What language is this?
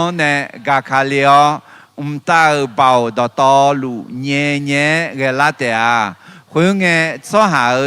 Akha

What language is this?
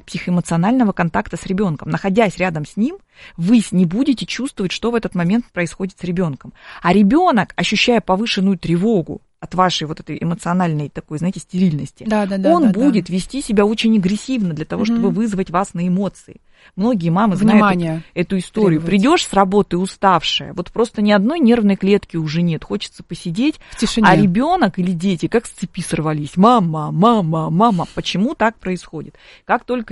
Russian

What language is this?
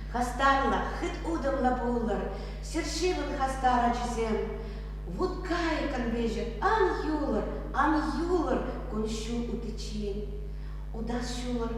Chuvash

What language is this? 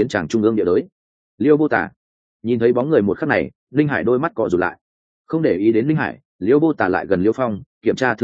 Vietnamese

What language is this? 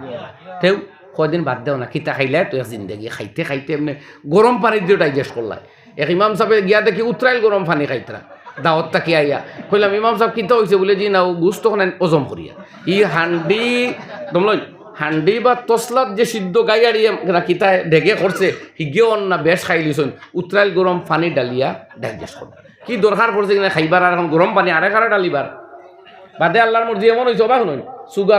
Sylheti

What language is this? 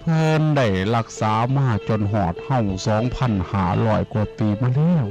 Northeastern Thai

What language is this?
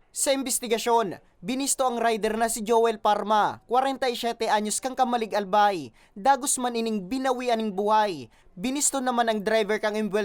Bikol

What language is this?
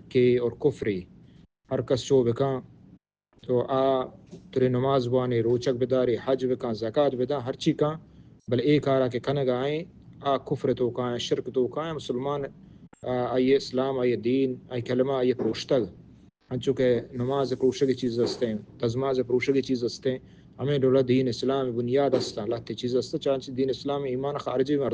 Baluchi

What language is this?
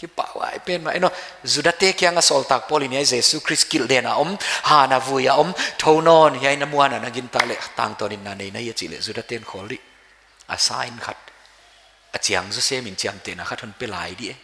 Paite Chin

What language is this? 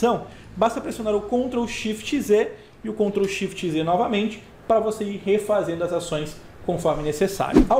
Portuguese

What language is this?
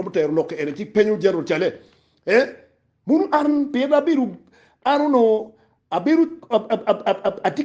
Acoli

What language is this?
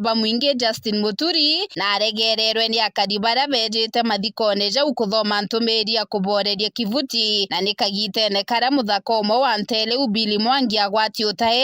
Meru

